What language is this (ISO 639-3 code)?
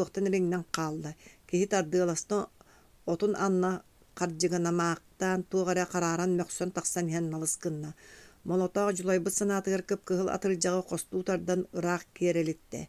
sah